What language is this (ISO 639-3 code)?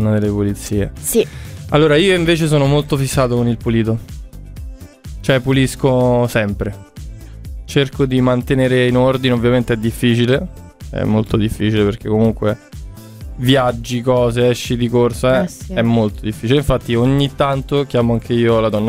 ita